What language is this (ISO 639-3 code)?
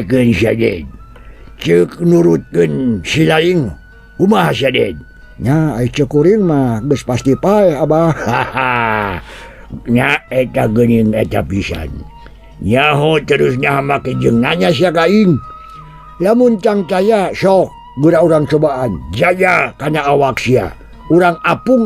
sun